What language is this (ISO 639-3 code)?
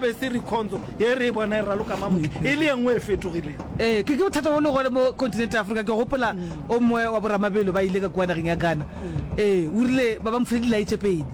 nso